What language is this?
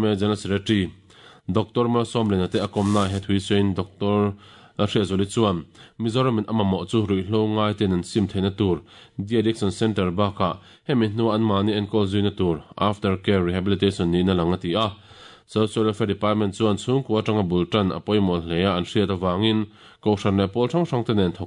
Mizo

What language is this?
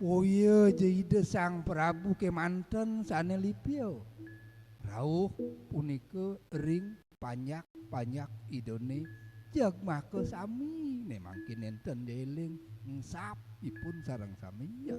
Balinese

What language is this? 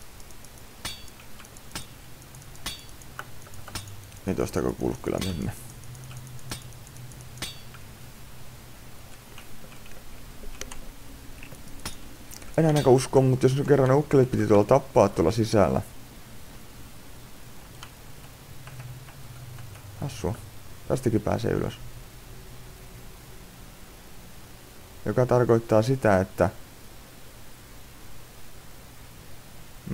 Finnish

